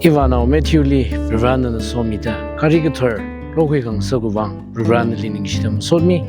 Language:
Tangkhul Naga (India)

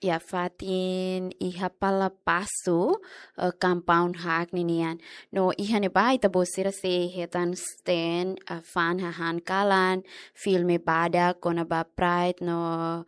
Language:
Tetum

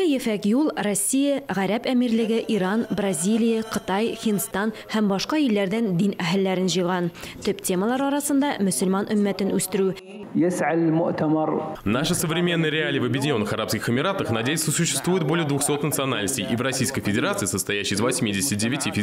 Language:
Tatar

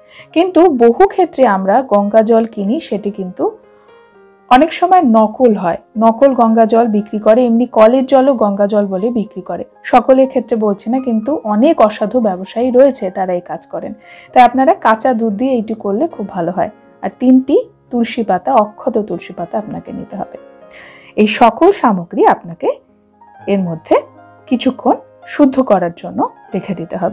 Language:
Bangla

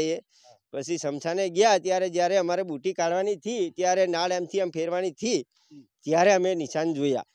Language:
Gujarati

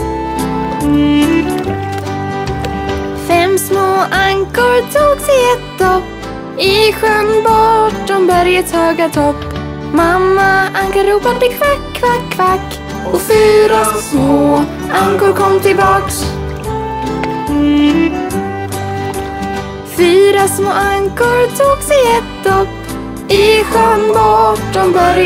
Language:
Swedish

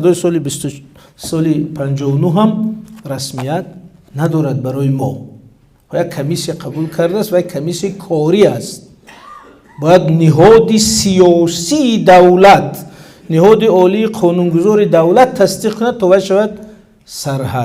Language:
Tajik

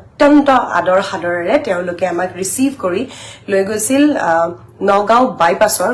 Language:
Assamese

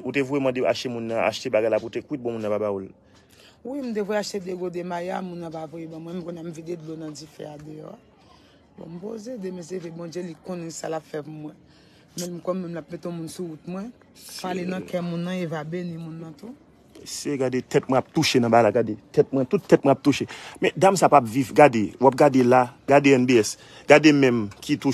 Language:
Haitian Creole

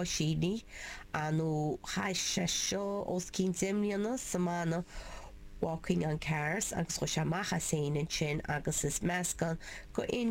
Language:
Irish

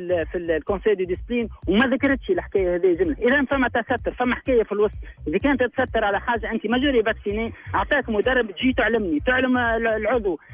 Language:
Tunisian Arabic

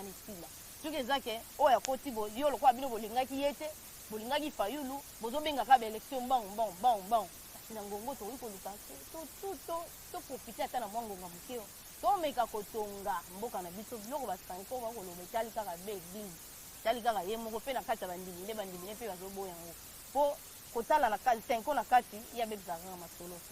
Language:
Lingala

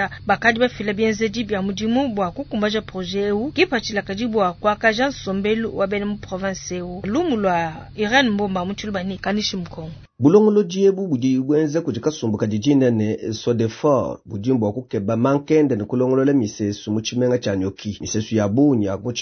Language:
Luba-Lulua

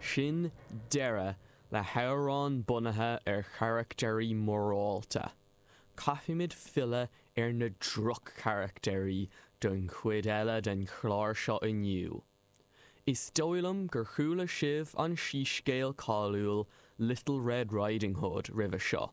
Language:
Irish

